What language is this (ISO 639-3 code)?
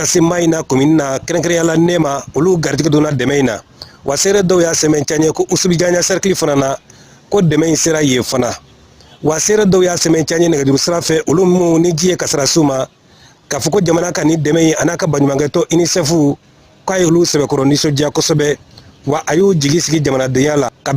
bam